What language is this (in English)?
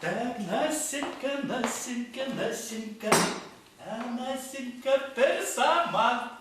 Chuvash